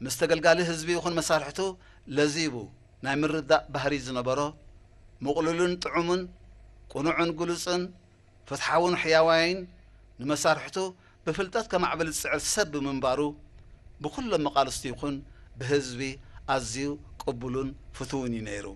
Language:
Tigrinya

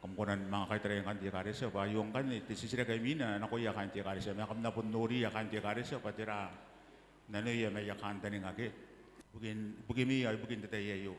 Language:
Gilbertese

